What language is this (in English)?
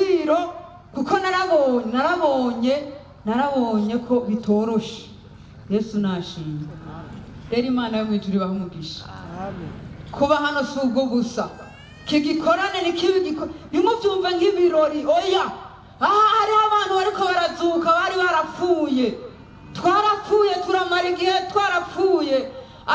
Rundi